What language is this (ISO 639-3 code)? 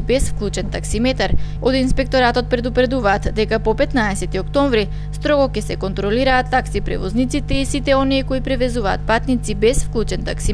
mkd